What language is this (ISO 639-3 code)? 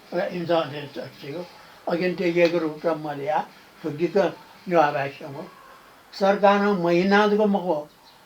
new